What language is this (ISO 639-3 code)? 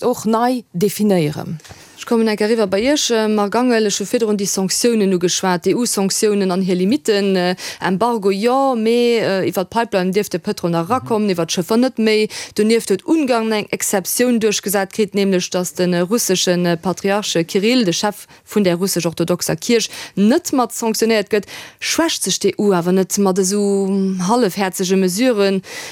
ltz